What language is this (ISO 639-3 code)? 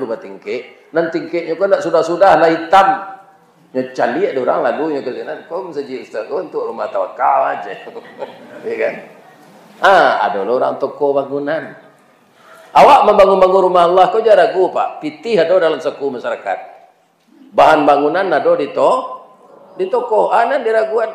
min